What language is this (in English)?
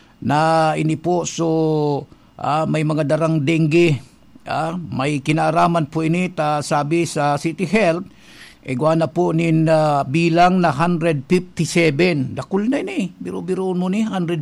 Bikol